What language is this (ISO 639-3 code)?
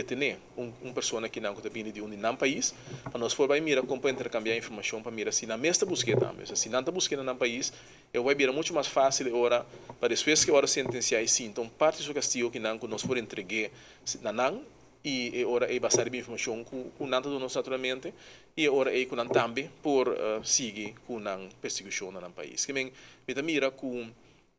pap